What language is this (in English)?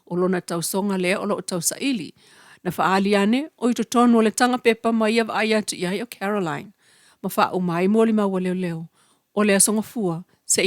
Samoan